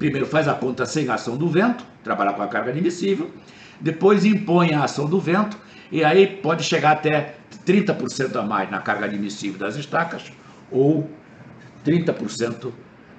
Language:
Portuguese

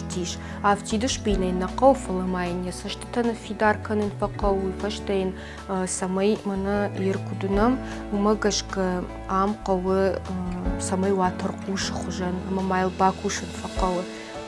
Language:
Ossetic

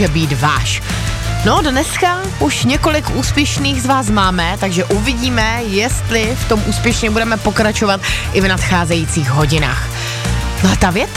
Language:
Czech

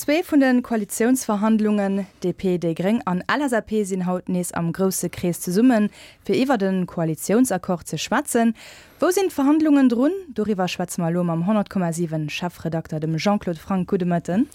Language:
Luxembourgish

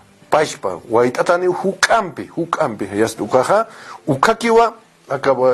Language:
Aymara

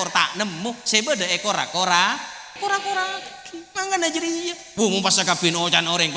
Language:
Madurese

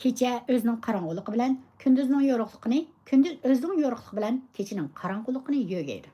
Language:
Uyghur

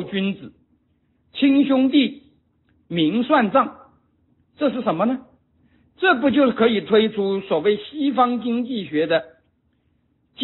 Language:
Chinese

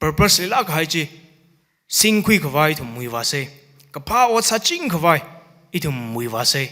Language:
Tangkhul Naga (India)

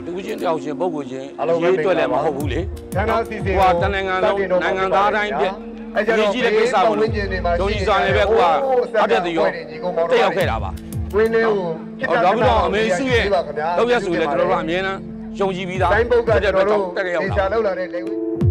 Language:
Burmese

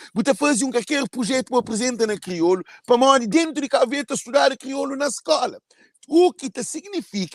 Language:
Kabuverdianu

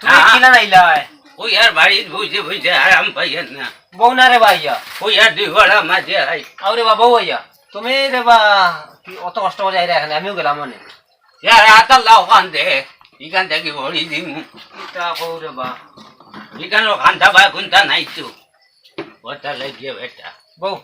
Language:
Sylheti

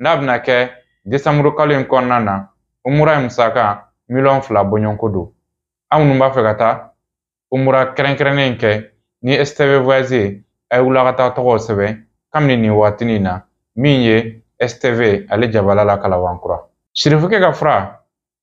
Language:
Bambara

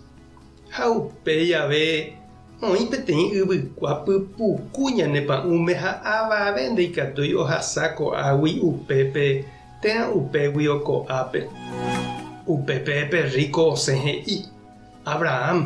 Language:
Guarani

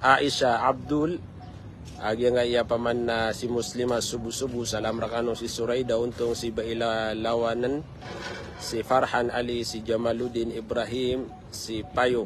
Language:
Maranao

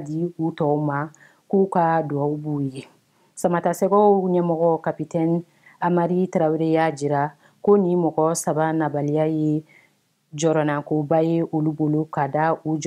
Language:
Bambara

